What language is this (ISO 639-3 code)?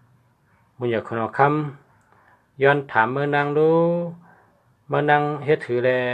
shn